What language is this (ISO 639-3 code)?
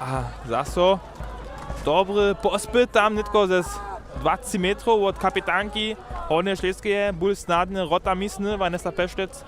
hsb